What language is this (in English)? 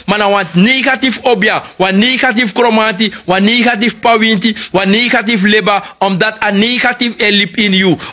Sranan Tongo